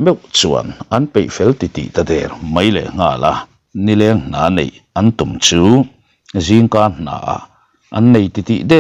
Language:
Mizo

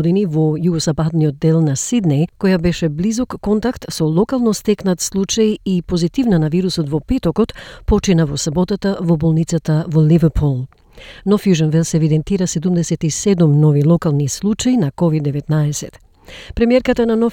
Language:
Macedonian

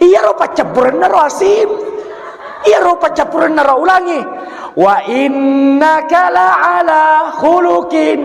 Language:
Buginese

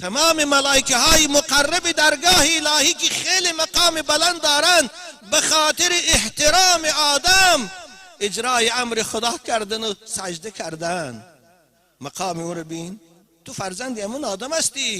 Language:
Tajik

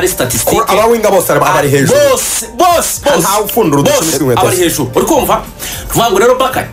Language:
Kinyarwanda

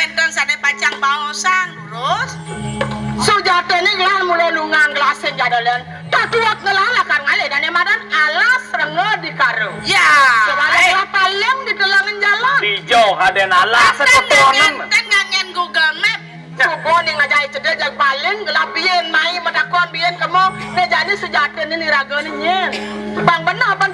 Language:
Balinese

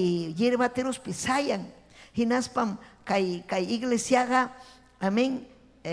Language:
Ayacucho Quechua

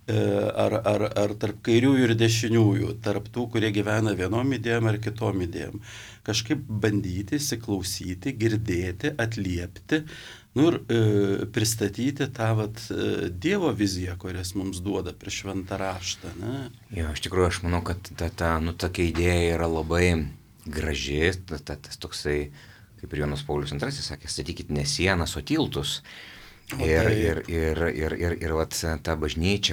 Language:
Lithuanian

